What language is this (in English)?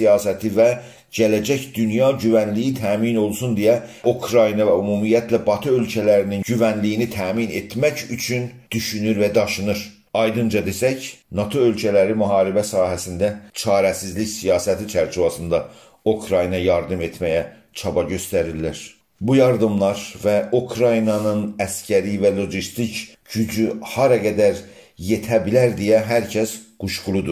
South Azerbaijani